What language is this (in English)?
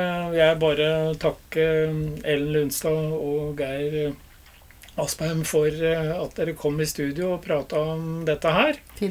Norwegian